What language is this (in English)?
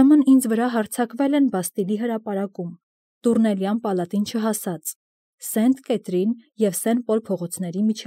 Armenian